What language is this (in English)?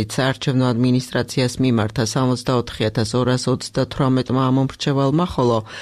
Georgian